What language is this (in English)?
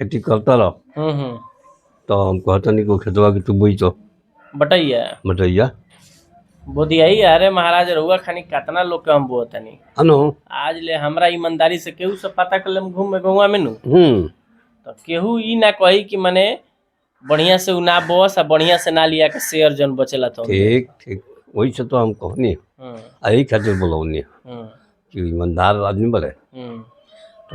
Bhojpuri